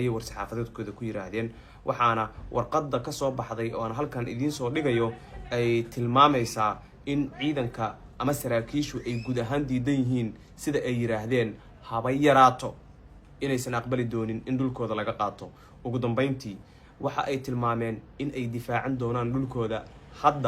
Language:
Somali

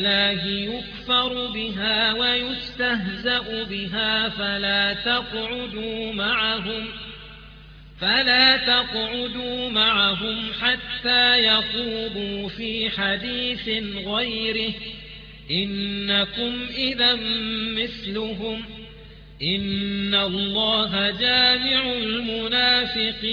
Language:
Arabic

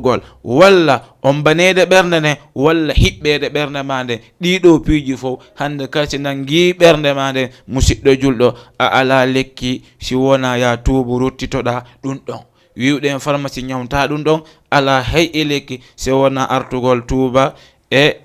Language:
Fula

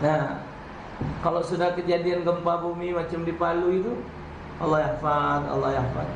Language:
Musi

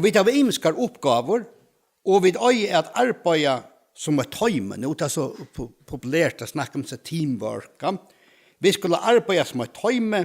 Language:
Faroese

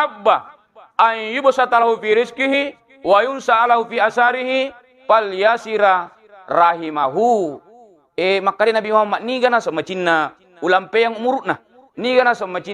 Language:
Buginese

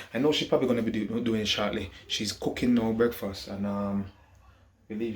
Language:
Jamaican Creole English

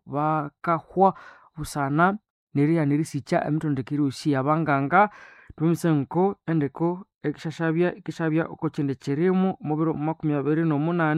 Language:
Nande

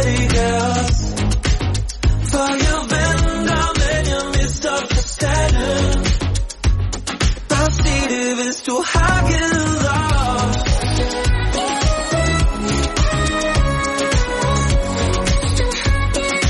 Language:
Danish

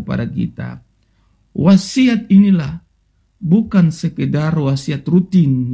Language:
Indonesian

